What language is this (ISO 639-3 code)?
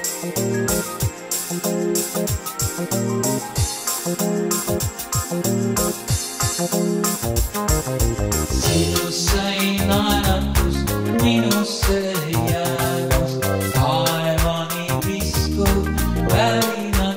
est